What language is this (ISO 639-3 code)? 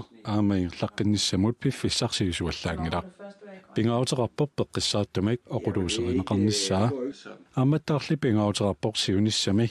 kal